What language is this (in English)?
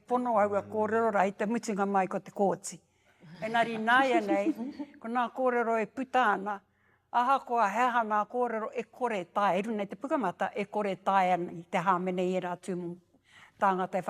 Māori